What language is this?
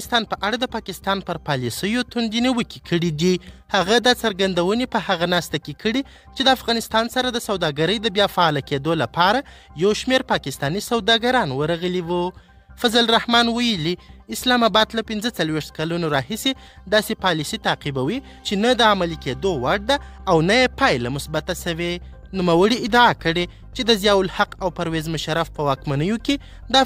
Pashto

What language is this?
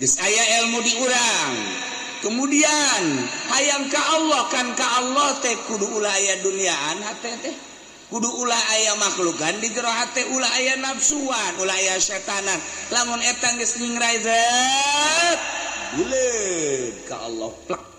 Sundanese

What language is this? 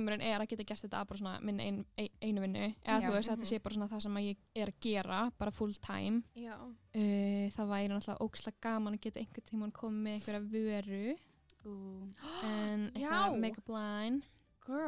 Icelandic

